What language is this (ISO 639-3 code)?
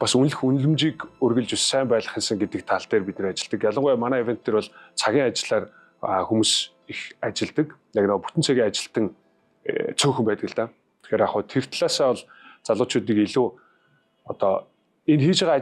mon